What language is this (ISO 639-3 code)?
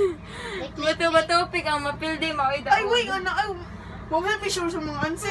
ceb